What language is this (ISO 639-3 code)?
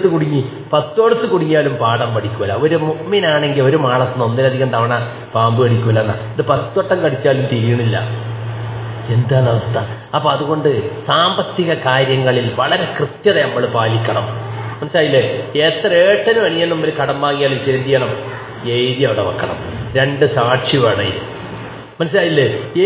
mal